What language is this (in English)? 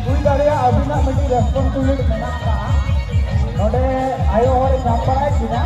Santali